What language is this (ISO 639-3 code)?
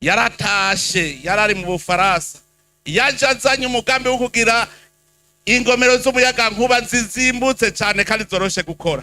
run